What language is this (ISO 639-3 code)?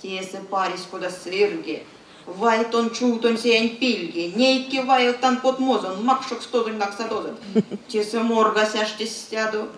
myv